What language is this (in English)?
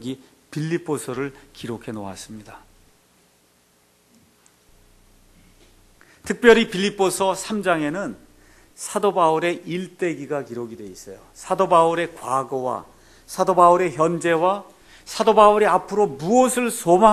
Korean